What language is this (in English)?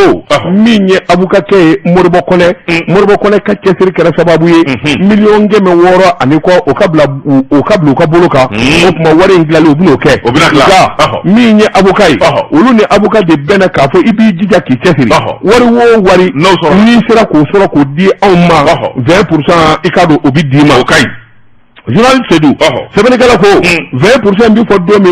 Bambara